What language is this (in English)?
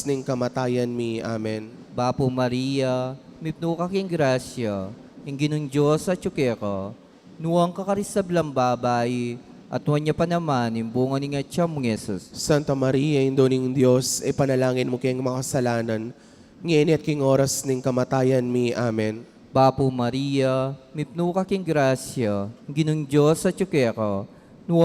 Pampanga